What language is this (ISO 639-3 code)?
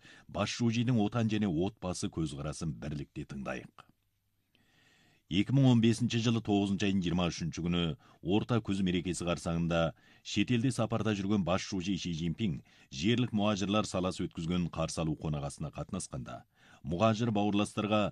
kaz